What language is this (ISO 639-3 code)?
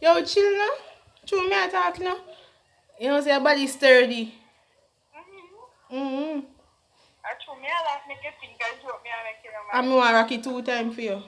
jam